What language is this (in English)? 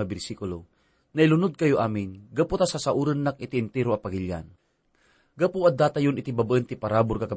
Iloko